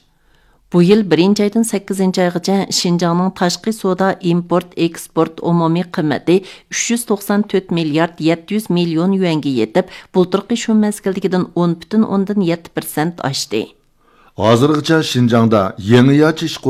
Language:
Uyghur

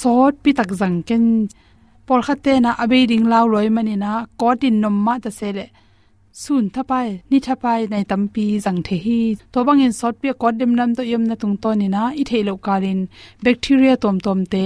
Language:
Tedim Chin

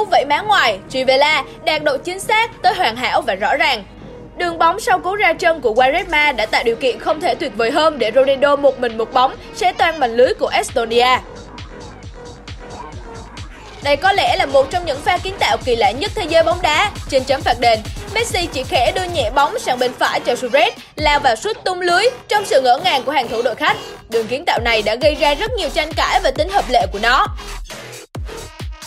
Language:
Vietnamese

